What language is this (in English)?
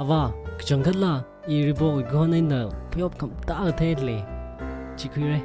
Tangkhul Naga (India)